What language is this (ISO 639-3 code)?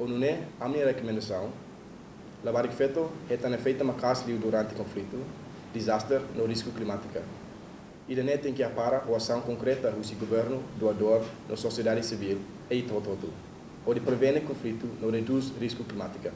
tet